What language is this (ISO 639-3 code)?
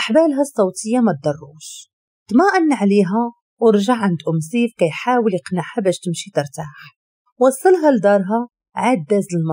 ary